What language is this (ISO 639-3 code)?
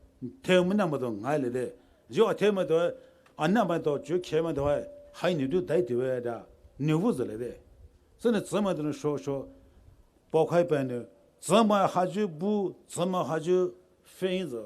pmx